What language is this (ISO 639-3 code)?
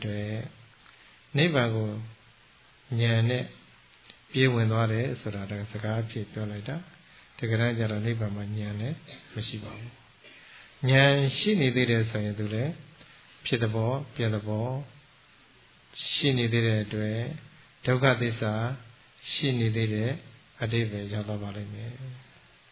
mya